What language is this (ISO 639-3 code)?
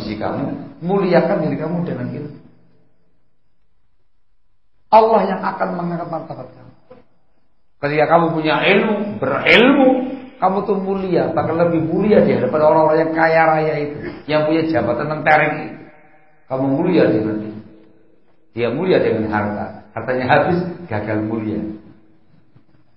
ind